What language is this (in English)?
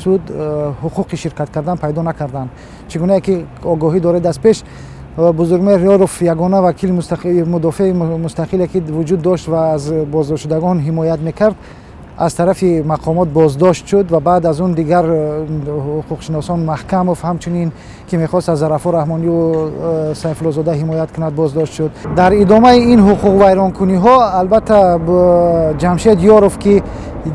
Tajik